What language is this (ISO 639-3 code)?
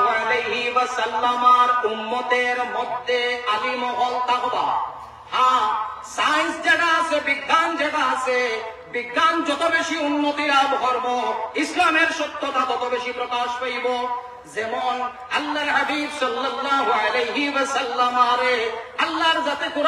syl